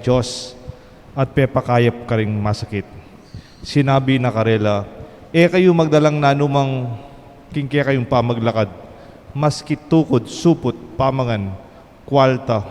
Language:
Pampanga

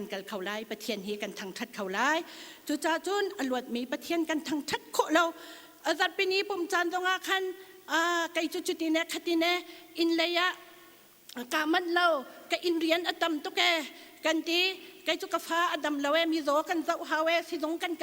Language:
Hakha Chin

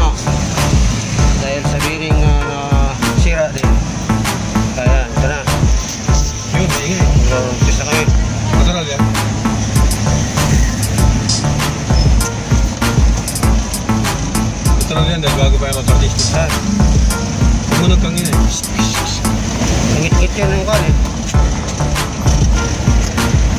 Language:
Filipino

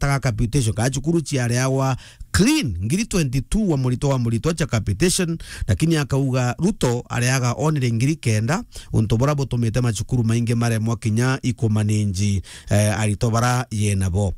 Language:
Meru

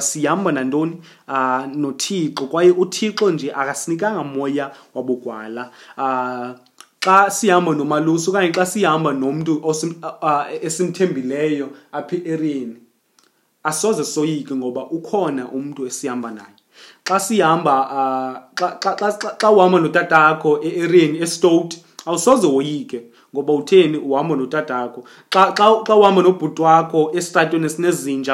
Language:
Xhosa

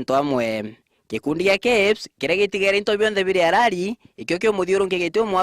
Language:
Meru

